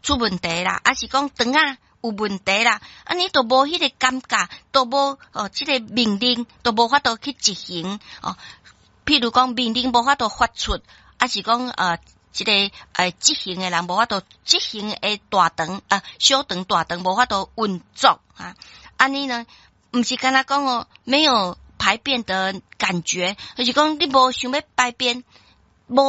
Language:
Min Nan Chinese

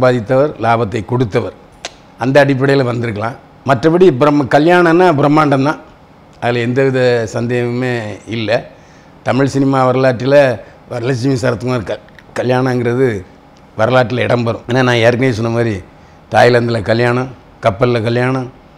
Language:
Tamil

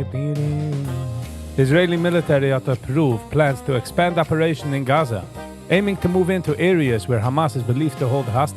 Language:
Yiddish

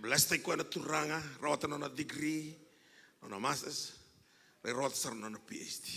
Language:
Fijian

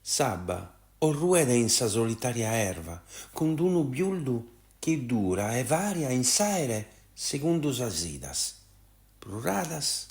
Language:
Sardinian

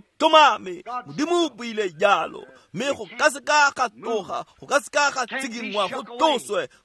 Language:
Tswana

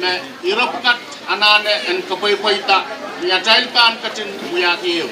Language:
Pohnpeian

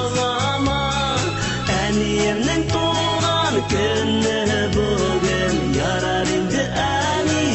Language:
Bashkir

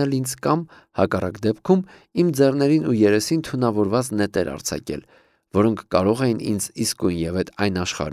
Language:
Armenian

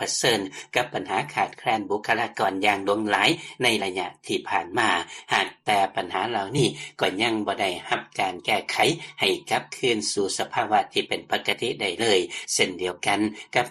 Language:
Lao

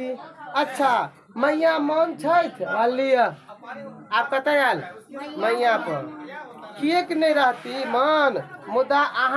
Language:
Maithili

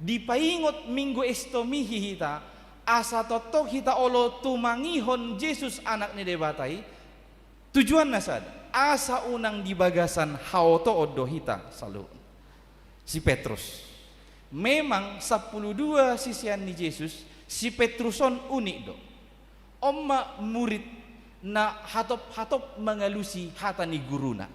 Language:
Batak Toba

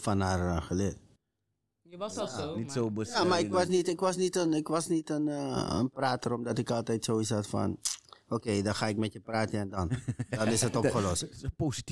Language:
Dutch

